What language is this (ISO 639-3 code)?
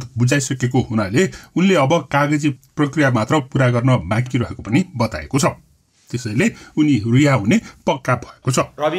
nep